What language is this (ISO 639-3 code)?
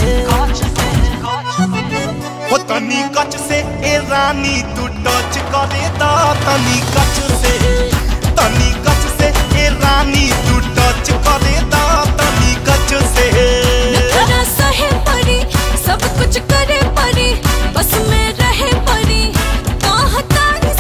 bho